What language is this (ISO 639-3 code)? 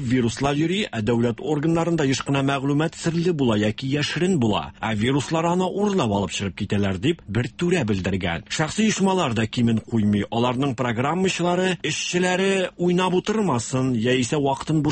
tat